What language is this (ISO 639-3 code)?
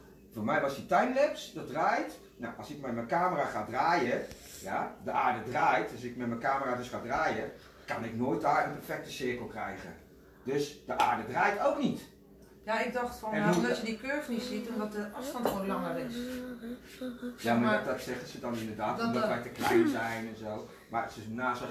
nld